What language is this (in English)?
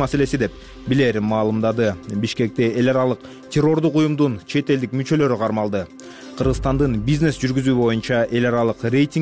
Kyrgyz